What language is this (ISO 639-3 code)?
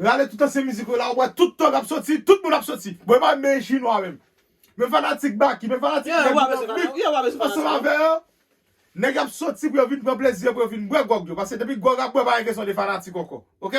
hat